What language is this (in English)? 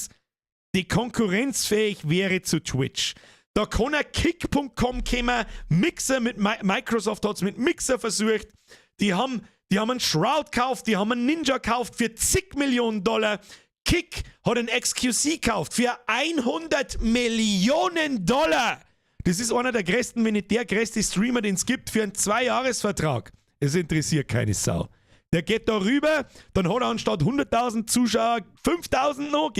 Bavarian